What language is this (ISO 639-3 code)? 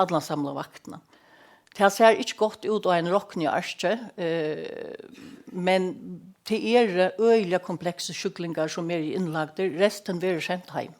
fao